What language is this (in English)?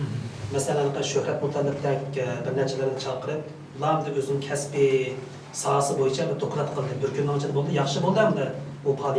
Uyghur